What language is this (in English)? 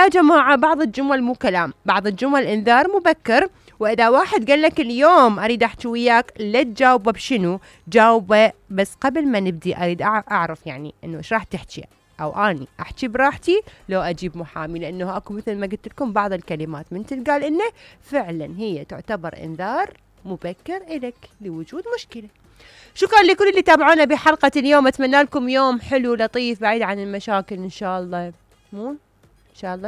Mesopotamian Arabic